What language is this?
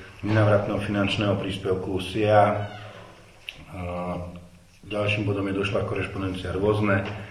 Slovak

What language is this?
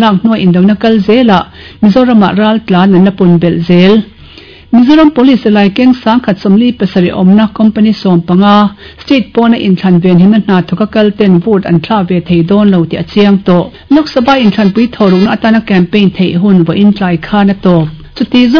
Mizo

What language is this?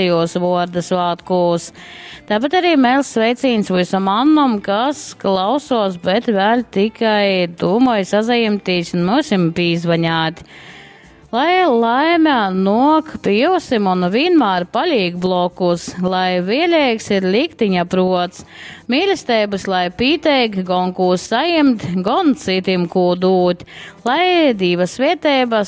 Latgalian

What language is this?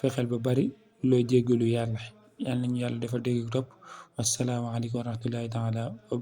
Wolof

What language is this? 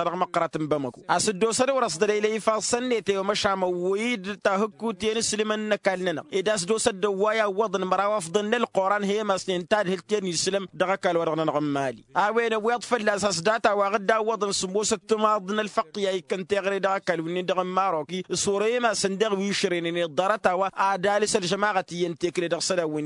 Tamasheq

